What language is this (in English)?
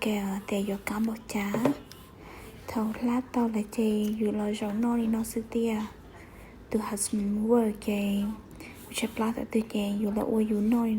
Hmong